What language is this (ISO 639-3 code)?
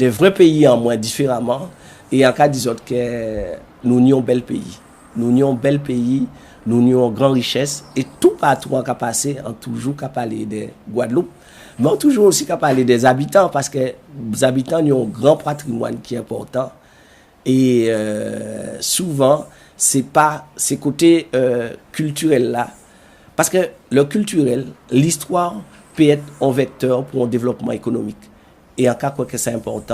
gcf